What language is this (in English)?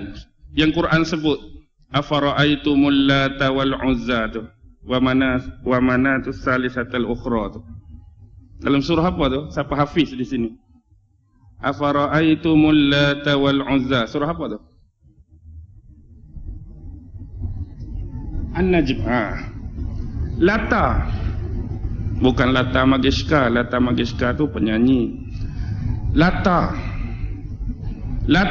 Malay